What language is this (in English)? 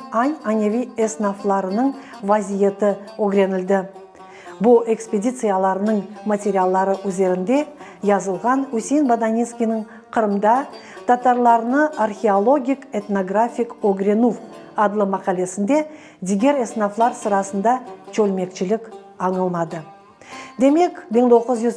Crimean Tatar